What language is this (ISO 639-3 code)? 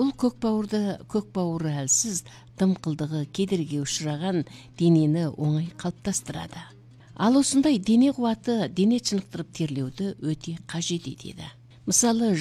kaz